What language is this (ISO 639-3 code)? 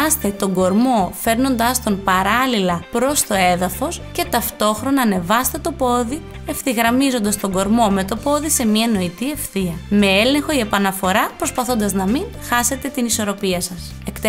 ell